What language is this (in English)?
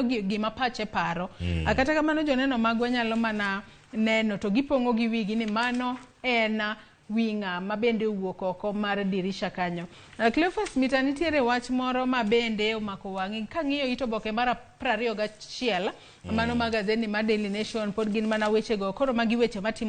Luo (Kenya and Tanzania)